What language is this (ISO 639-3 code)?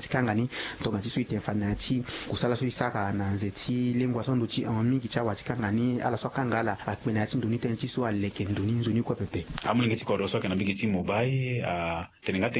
sag